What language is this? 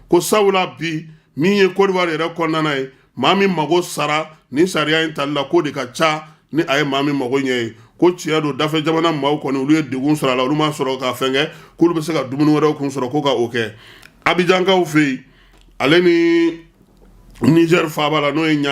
Bambara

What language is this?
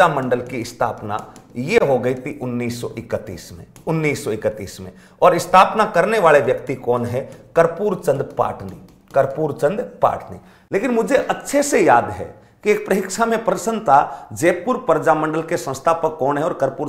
Hindi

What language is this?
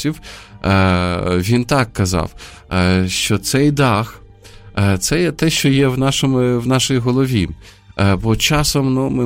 Ukrainian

